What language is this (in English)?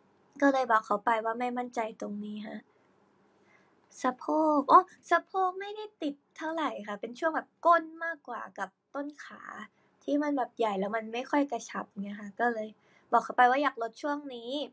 Thai